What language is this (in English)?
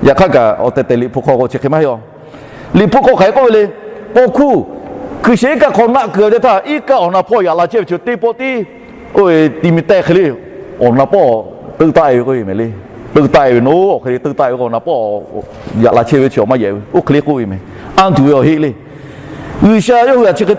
Lahu